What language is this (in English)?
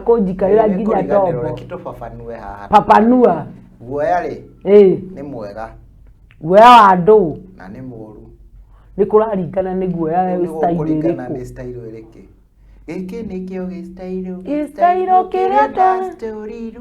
Kikuyu